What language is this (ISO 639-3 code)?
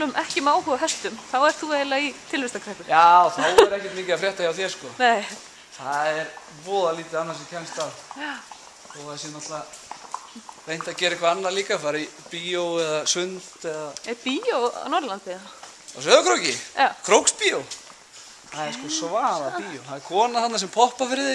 isl